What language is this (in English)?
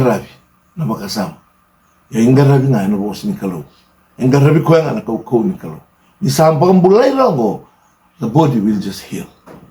Fijian